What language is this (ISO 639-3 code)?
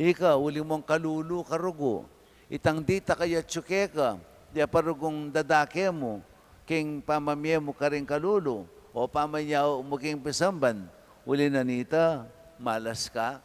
pam